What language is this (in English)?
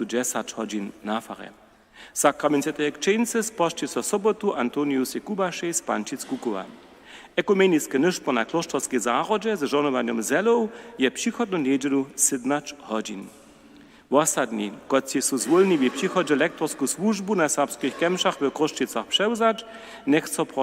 Upper Sorbian